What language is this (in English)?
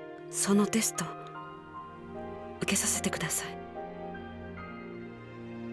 Japanese